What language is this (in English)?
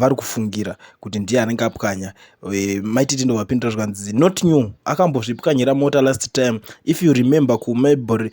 Shona